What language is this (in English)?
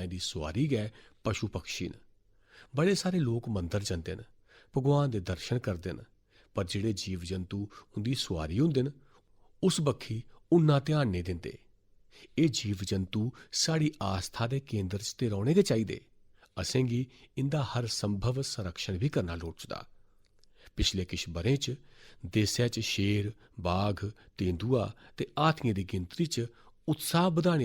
Dogri